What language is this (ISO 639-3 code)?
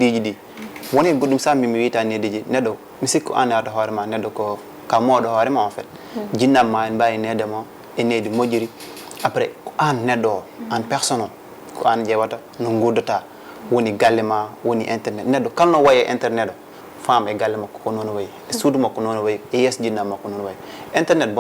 ful